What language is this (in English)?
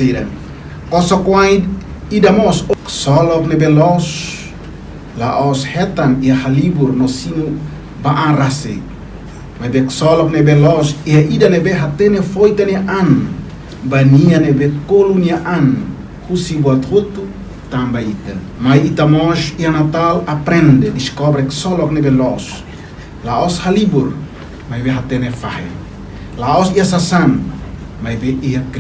Tetum